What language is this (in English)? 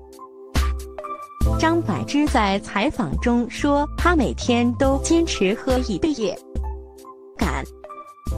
Chinese